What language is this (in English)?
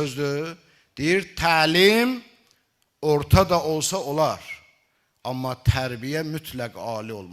Azerbaijani